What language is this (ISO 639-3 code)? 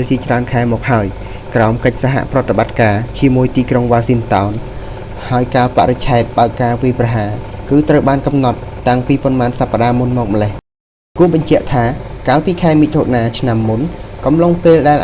khm